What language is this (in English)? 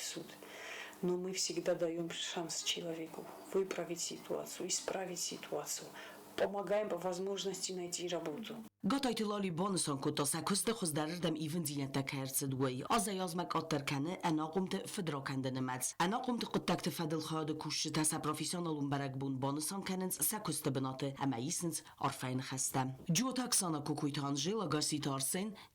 Ossetic